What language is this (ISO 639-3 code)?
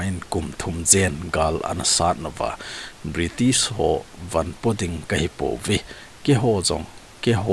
tcz